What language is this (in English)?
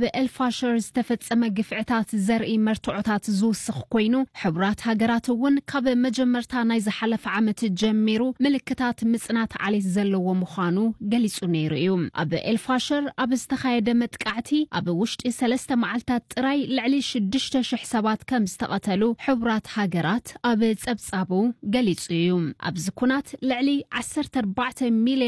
Tigrinya